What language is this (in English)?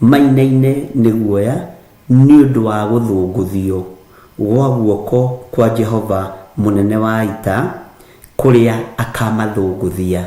Kikuyu